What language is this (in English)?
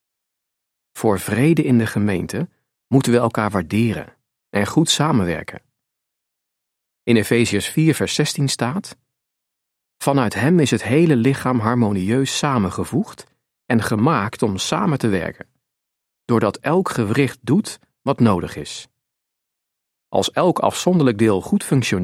Dutch